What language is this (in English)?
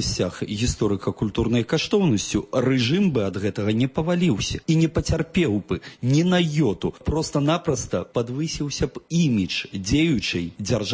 Belarusian